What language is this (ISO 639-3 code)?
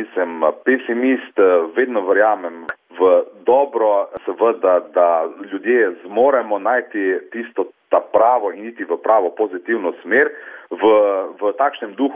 slv